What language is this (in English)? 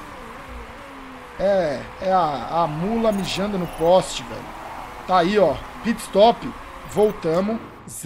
Portuguese